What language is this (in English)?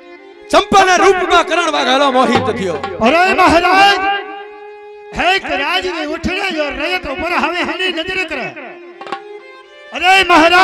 Gujarati